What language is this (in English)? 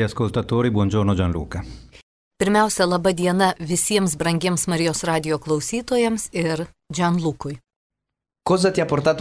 Lithuanian